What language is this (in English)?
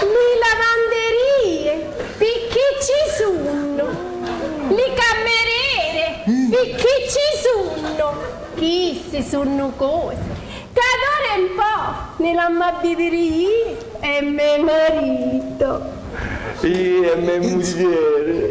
Sicilian